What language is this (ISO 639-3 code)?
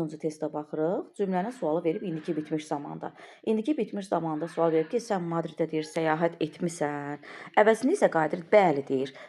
aze